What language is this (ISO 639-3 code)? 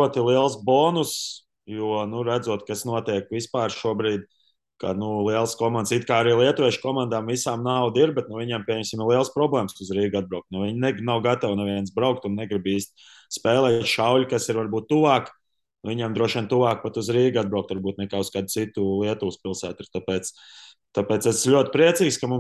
lav